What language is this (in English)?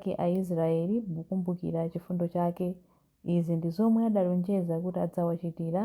Nyanja